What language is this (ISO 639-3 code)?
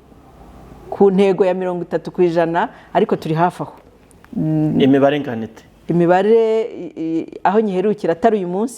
kin